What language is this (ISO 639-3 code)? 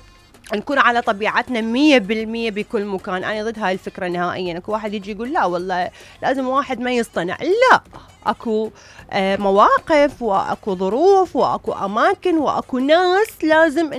acm